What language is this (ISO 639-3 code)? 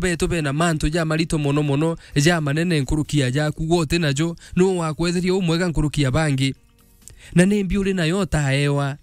mer